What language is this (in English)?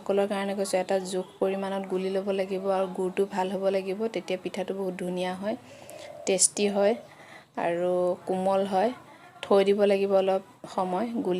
Assamese